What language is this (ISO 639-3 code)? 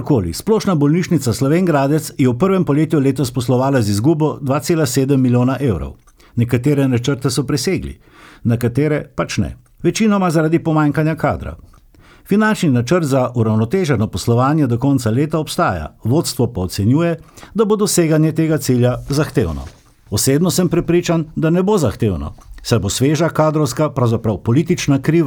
slv